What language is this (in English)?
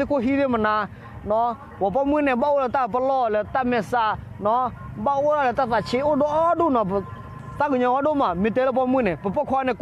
S'gaw Karen